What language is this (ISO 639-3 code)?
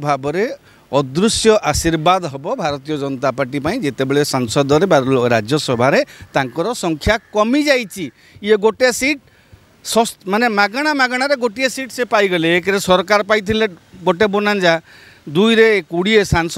ori